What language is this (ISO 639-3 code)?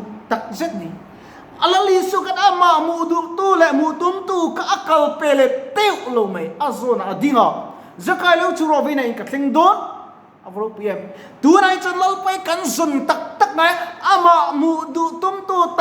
lus